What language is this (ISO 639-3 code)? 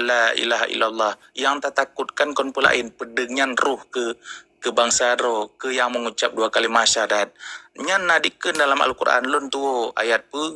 ace